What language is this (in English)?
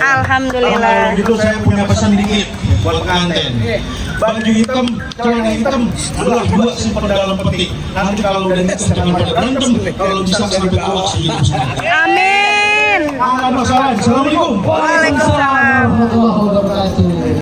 Betawi